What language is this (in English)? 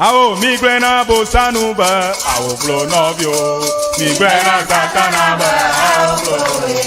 Ewe